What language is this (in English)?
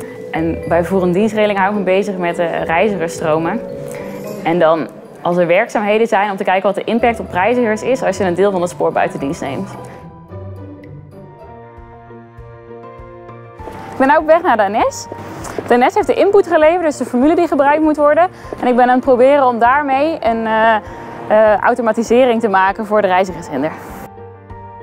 Dutch